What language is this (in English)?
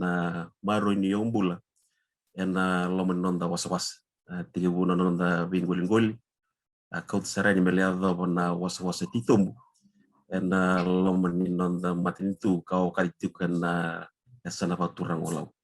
Fijian